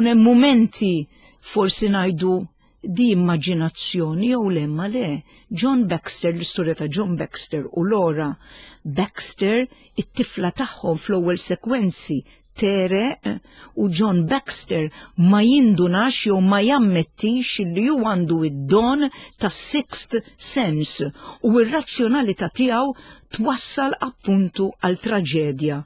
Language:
Maltese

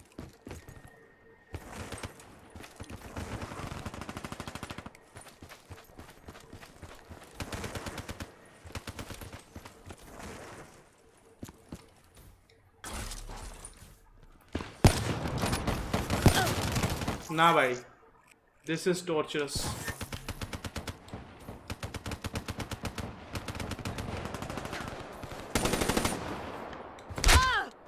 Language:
Hindi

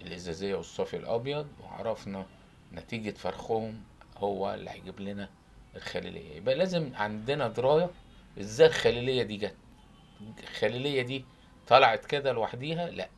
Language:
Egyptian Arabic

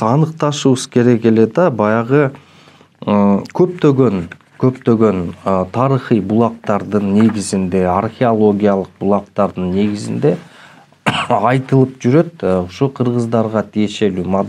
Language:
Kyrgyz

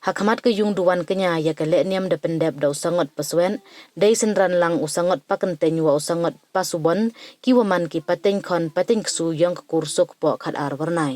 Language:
Pnar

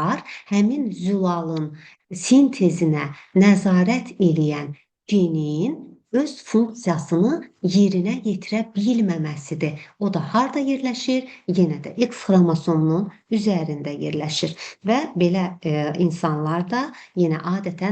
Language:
Azerbaijani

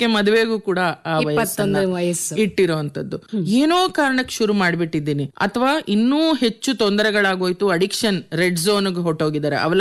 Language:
Kannada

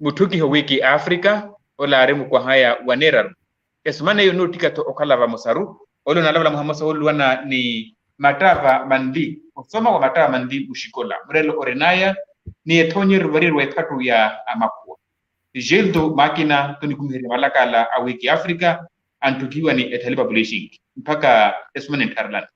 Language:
Makhuwa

